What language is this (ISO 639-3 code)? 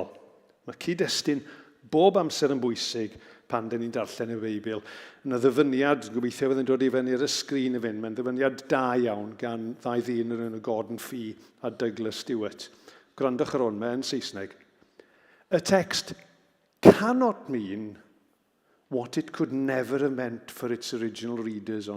cym